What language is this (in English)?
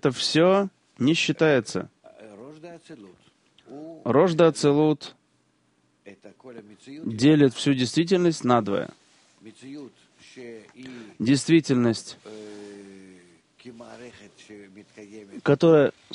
Russian